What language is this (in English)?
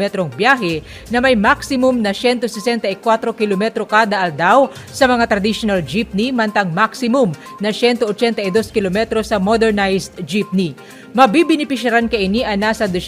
Bikol